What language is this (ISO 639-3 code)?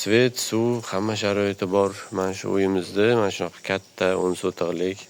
uzb